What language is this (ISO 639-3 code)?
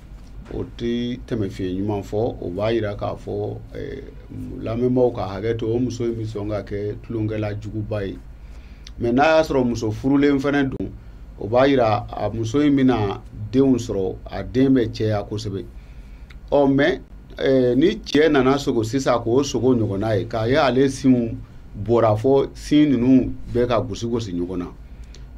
bam